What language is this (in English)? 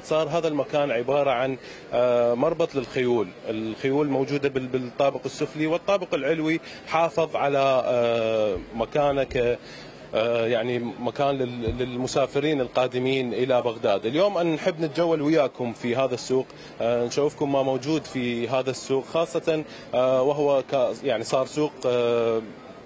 Mesopotamian Arabic